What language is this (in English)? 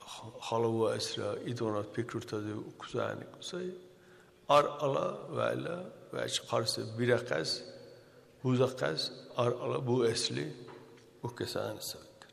Dargwa